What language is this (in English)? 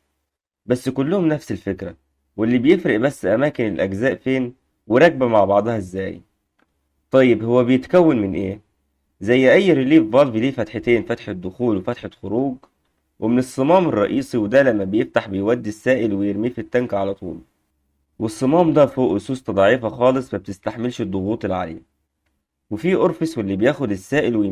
Egyptian Arabic